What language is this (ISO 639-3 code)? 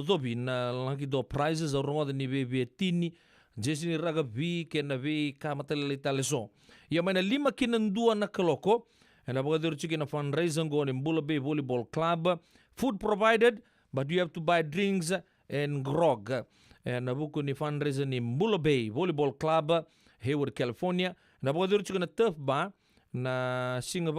fij